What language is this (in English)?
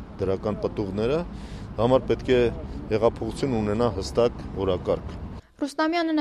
Armenian